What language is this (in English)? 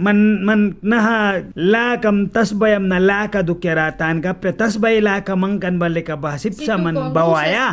Mískito